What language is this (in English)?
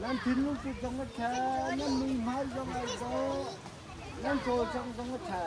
Hakha Chin